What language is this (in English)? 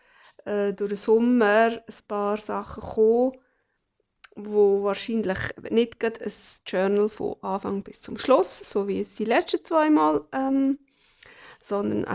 Swiss German